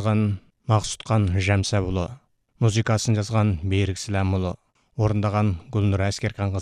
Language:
Kazakh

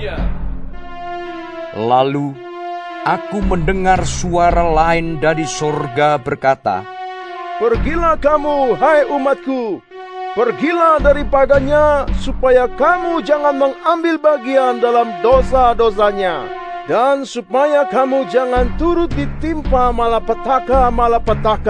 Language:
Indonesian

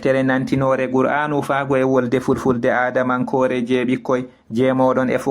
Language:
Fula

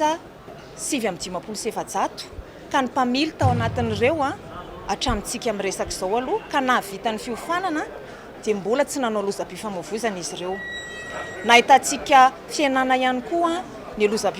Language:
Malagasy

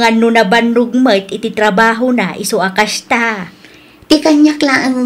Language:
Iloko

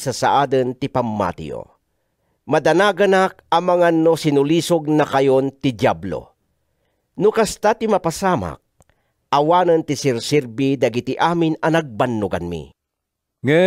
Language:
Iloko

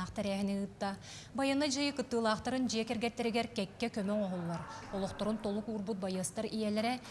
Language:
Yakut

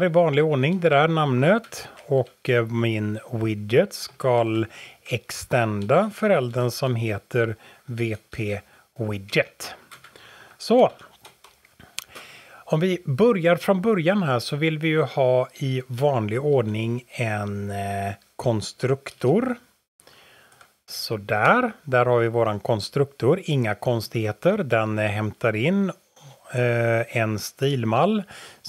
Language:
Swedish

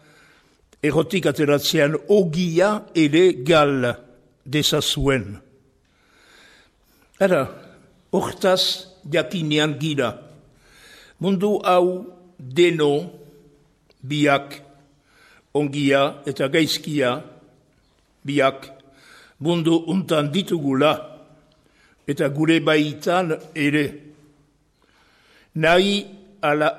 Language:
Basque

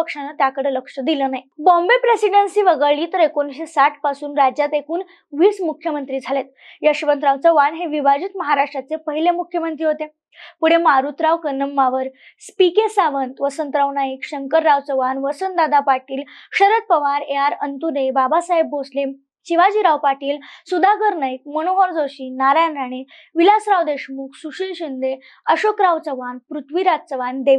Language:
Marathi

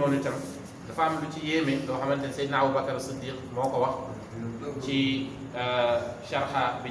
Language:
Wolof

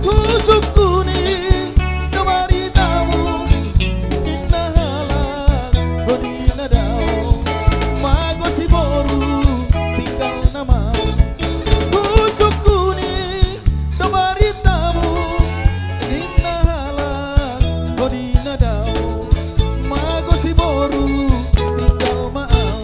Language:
Batak Toba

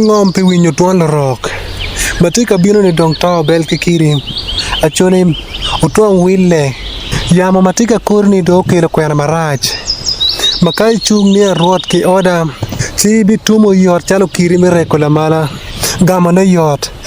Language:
Acoli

